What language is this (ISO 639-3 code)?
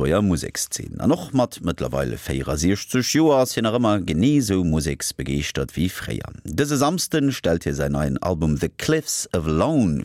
ltz